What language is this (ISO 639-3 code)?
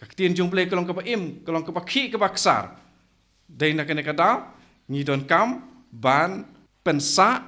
kha